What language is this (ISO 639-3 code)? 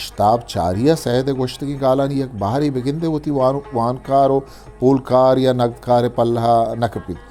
bgp